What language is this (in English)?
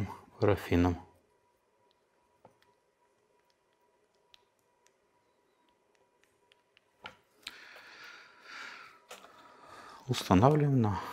Russian